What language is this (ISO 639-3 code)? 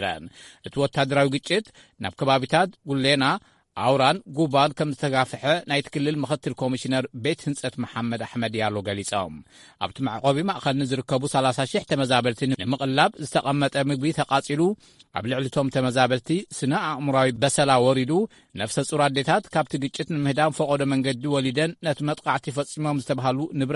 tir